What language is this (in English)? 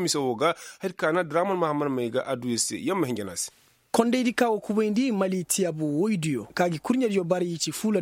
Koyraboro Senni